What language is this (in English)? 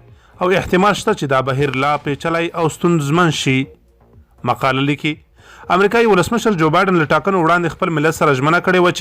Pashto